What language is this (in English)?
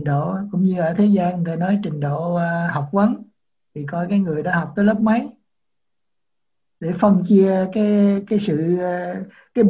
Vietnamese